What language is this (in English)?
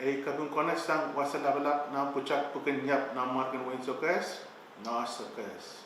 Pohnpeian